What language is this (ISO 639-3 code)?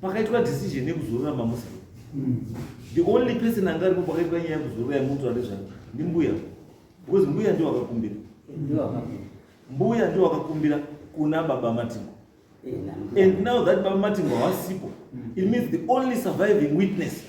sna